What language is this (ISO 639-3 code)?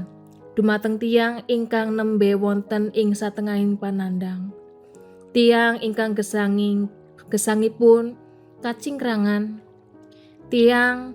jav